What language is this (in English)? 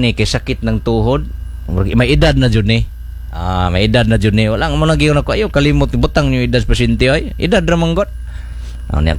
Cebuano